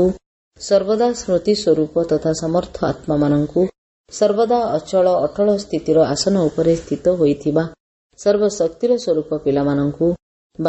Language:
Odia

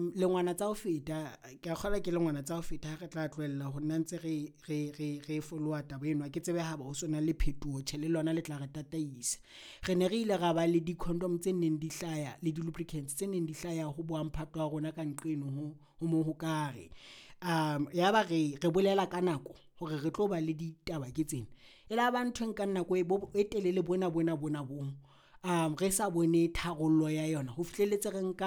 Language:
Southern Sotho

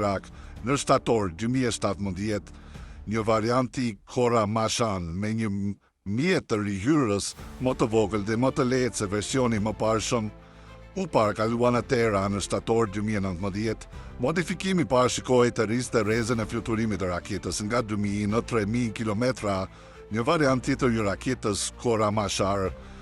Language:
Albanian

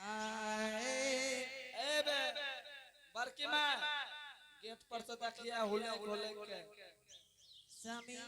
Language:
Angika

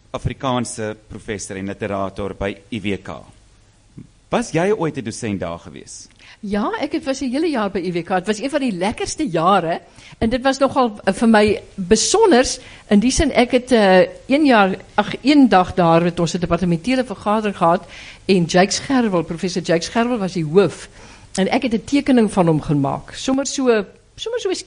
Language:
Afrikaans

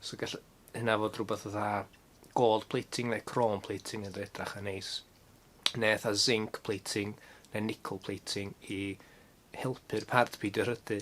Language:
Welsh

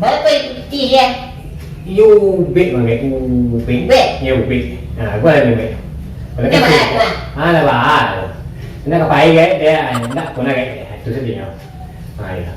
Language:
Minangkabau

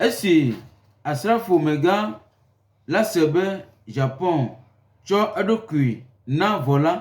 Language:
Gen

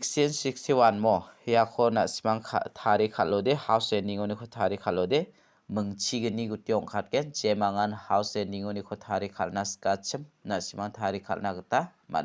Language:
Garo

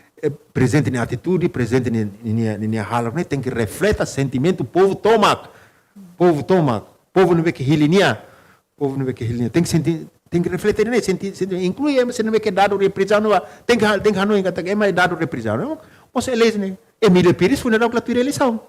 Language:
Tetum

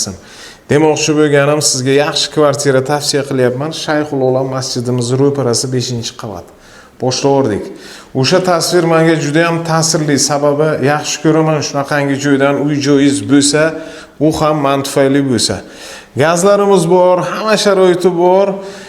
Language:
Uzbek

